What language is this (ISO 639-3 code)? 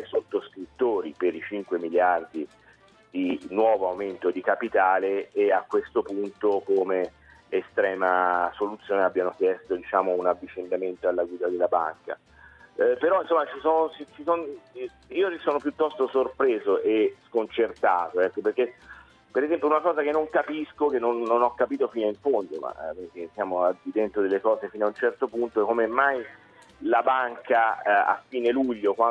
ita